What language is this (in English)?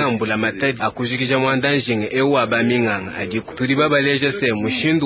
Luba-Lulua